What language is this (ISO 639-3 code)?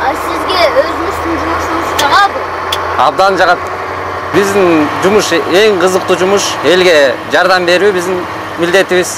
kir